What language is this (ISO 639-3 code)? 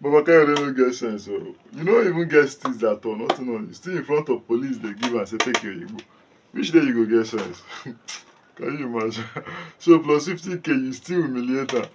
pcm